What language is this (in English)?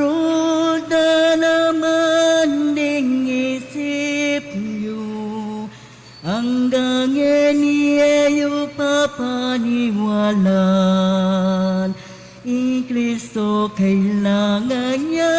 Pampanga